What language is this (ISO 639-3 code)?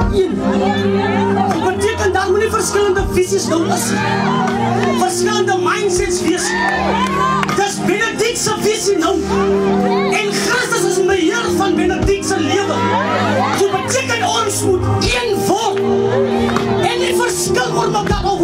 afr